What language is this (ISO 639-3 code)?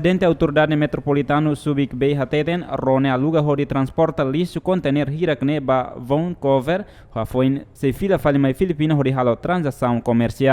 tet